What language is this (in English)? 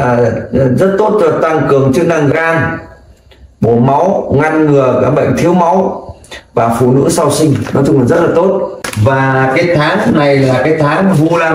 Vietnamese